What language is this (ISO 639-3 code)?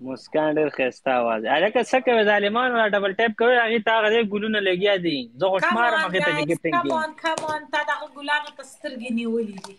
pus